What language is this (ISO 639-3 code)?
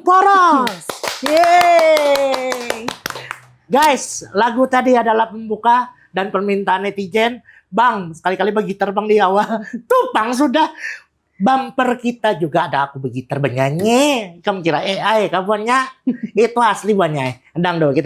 bjn